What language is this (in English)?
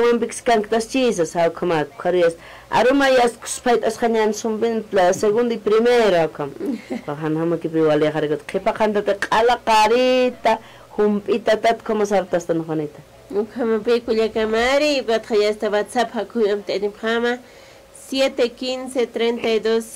Aymara